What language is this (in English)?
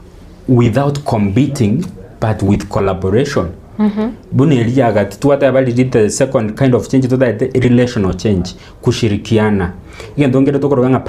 Gusii